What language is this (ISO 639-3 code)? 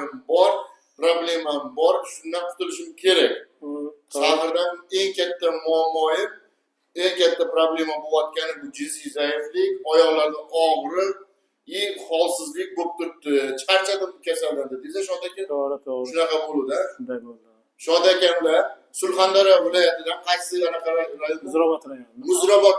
uzb